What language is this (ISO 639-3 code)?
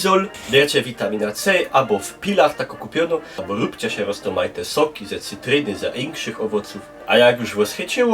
szl